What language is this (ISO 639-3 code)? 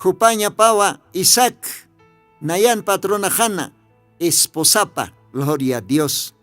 aym